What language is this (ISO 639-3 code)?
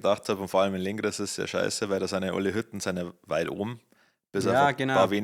bar